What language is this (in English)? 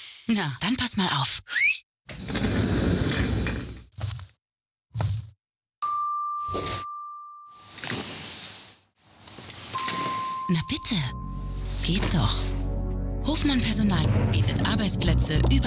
German